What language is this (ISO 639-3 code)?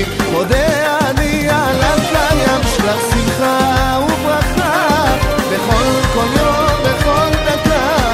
heb